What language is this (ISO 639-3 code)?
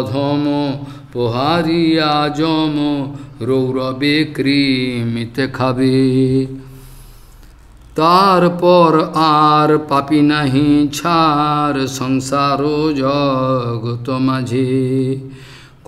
ben